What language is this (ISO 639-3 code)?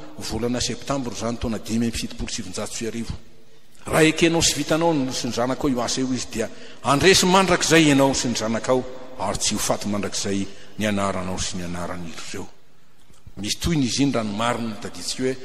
mlg